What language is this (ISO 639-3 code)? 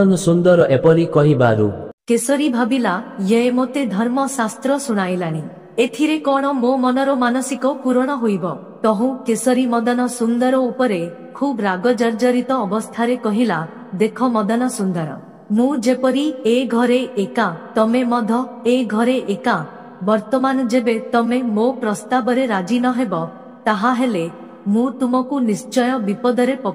ori